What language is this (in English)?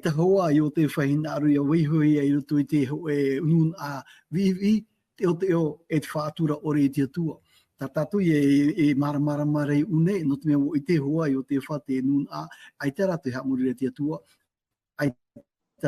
Tahitian